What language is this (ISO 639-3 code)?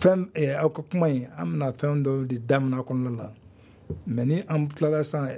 bam